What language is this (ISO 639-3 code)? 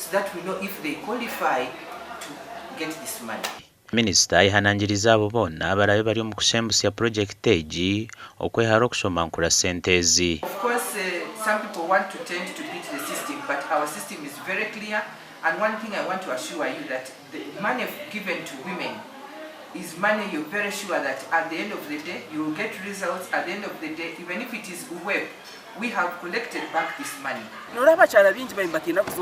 nyn